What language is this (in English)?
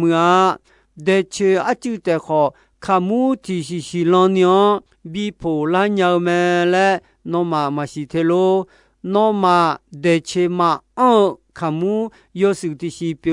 Akha